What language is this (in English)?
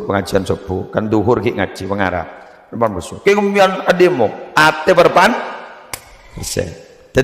Madurese